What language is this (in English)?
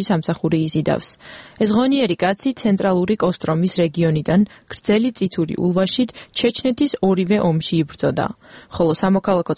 Georgian